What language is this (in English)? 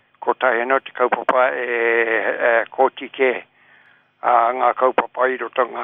Māori